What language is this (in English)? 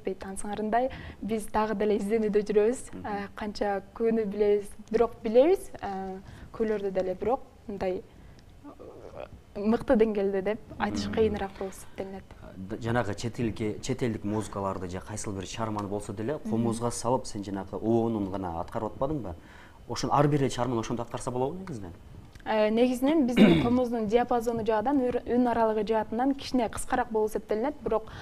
Kyrgyz